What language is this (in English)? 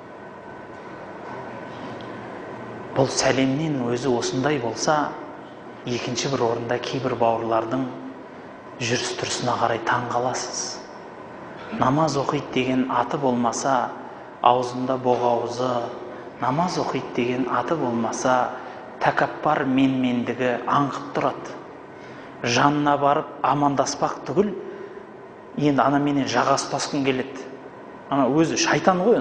Kazakh